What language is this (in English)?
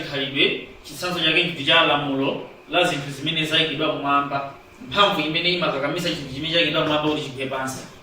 Nyanja